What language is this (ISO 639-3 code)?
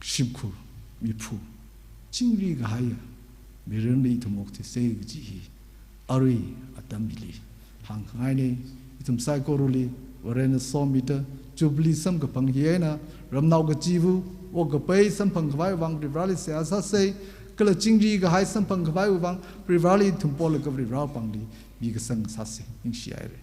nmf